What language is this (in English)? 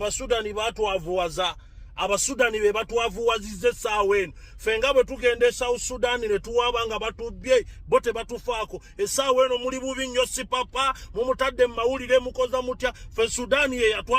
Ganda